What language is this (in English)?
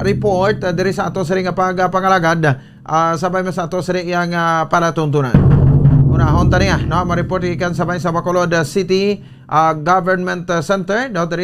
Hiligaynon